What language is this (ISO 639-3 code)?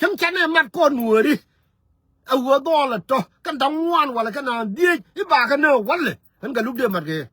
nus